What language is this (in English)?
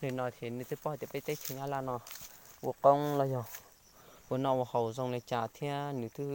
Hmong